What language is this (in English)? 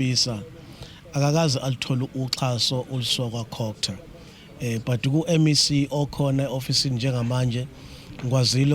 Zulu